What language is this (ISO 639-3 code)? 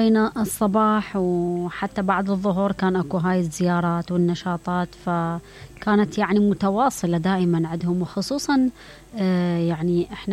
acm